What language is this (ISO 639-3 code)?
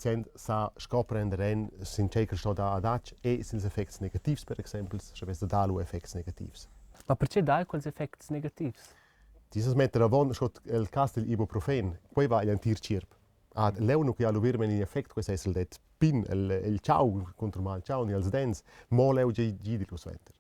roh